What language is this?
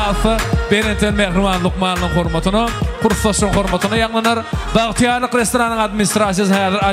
Turkmen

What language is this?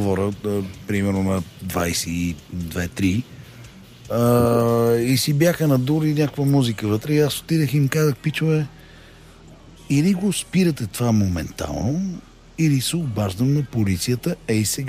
Bulgarian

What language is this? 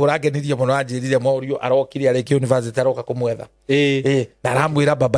Kikuyu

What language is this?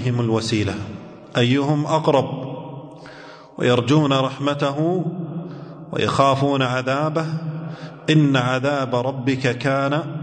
Arabic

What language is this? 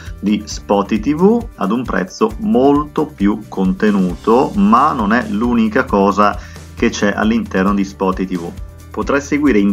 Italian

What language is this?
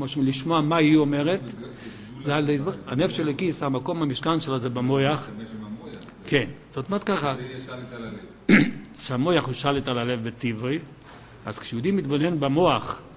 Hebrew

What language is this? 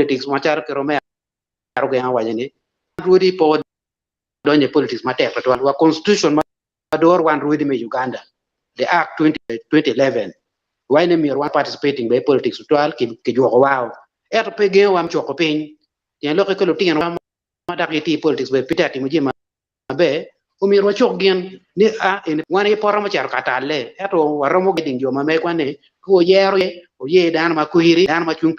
Acoli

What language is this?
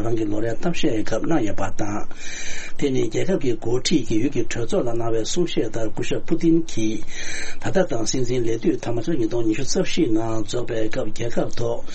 Tibetan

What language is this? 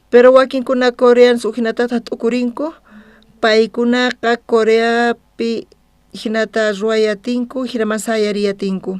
South Bolivian Quechua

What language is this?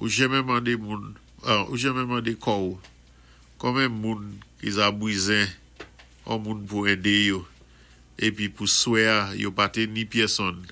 Saint Lucian Creole French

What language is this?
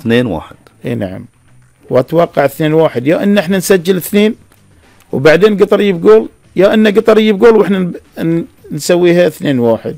Gulf Arabic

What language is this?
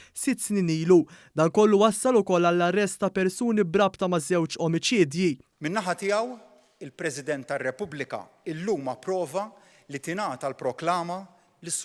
Maltese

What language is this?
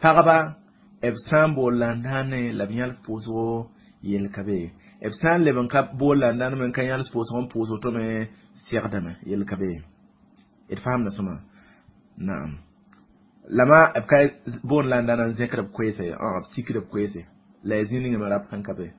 Mossi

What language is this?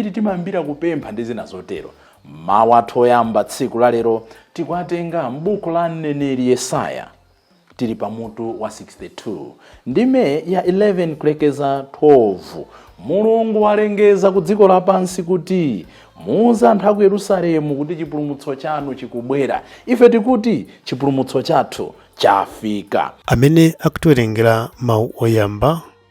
Nyanja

